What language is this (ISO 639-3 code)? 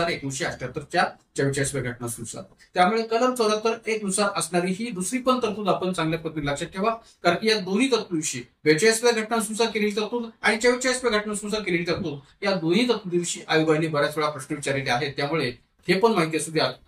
mar